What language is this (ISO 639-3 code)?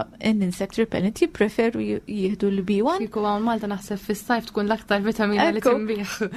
mlt